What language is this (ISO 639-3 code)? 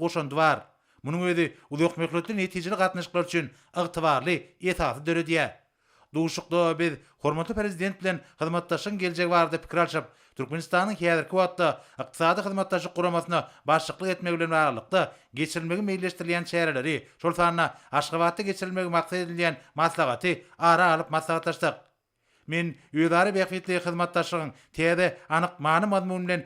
tuk